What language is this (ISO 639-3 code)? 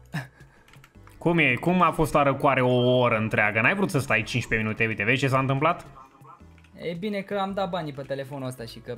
ron